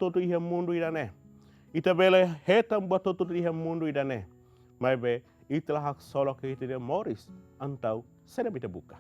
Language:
Tetum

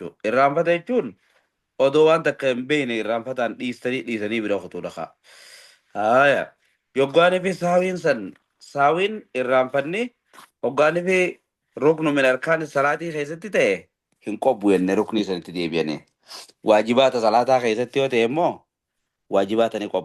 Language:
Oromo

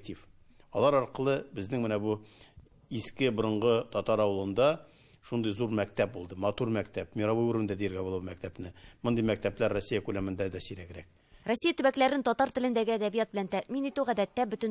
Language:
Tatar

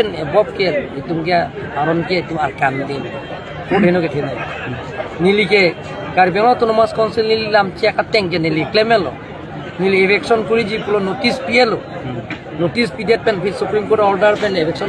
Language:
Karbi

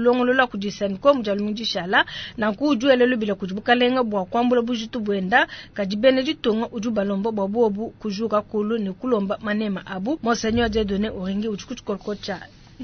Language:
Luba-Lulua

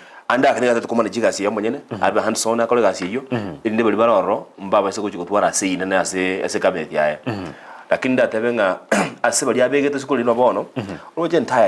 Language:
Gusii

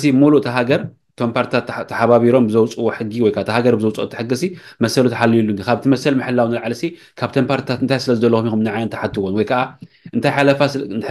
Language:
Tigrinya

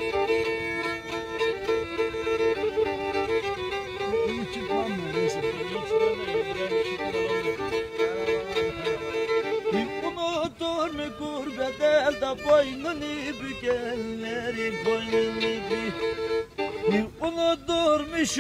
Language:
Turkish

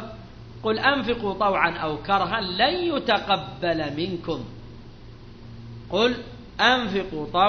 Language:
Arabic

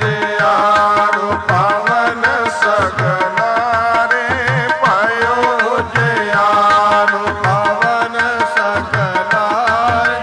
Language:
Punjabi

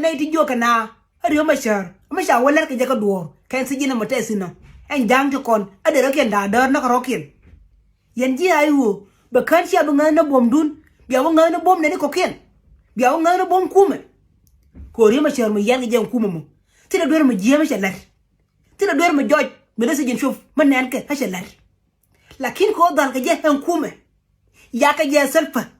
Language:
Nuer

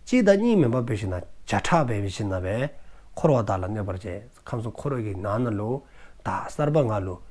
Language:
Dzongkha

